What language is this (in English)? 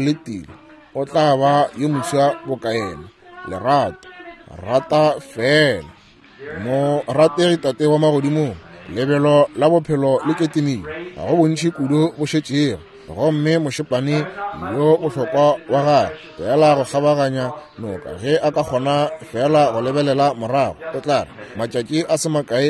Northern Sotho